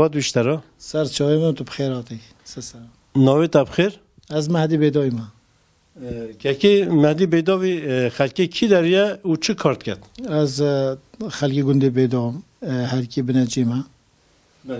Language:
Kurdish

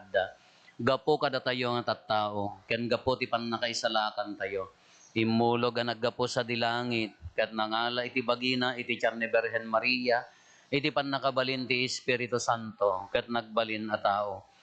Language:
Iloko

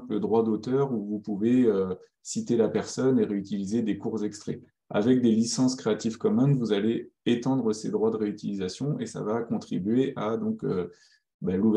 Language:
French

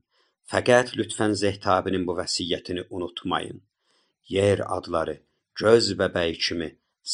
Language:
South Azerbaijani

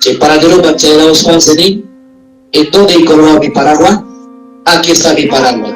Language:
Ayacucho Quechua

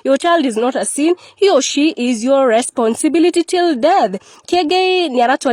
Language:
Kikuyu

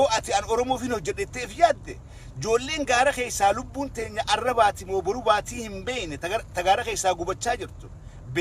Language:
Oromo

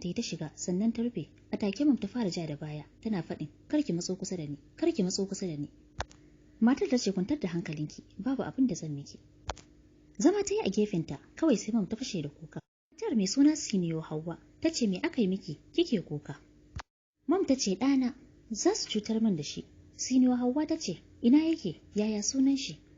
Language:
Hausa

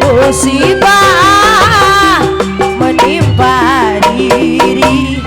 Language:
Betawi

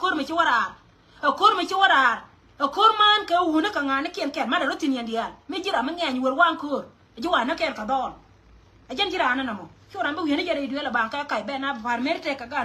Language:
Nuer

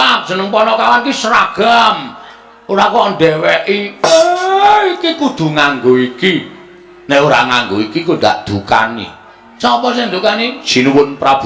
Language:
Javanese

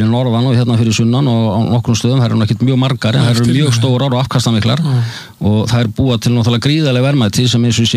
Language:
Icelandic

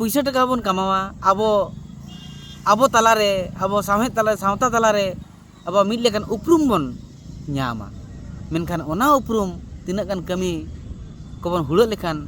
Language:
Santali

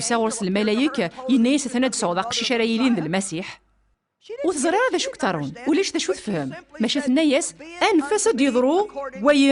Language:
Kabyle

